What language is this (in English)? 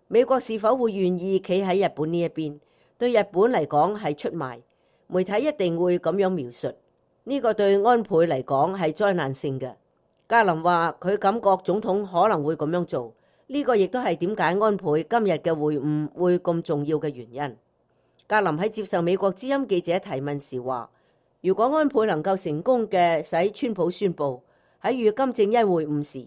Cantonese